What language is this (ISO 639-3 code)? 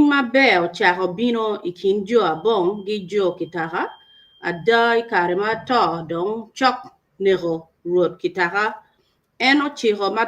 ach